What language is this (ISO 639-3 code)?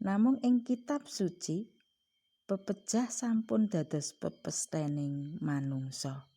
jav